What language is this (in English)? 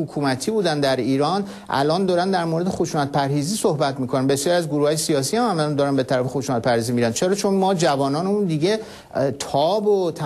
Persian